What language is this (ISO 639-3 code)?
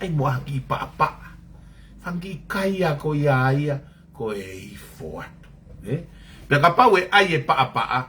ton